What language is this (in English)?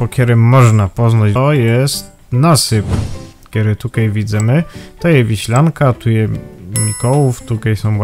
Silesian